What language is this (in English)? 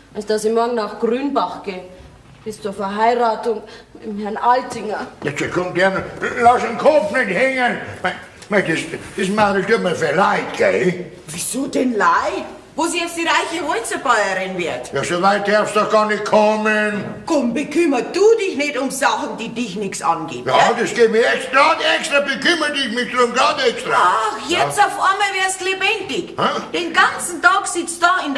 Bavarian